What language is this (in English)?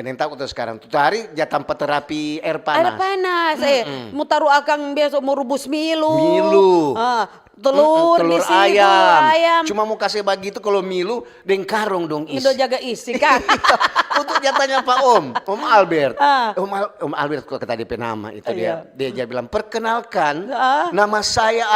Manado Malay